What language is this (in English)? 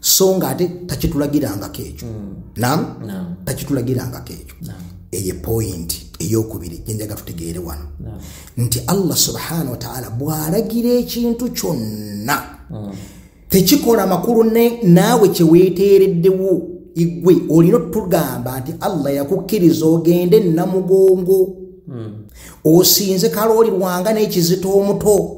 Ganda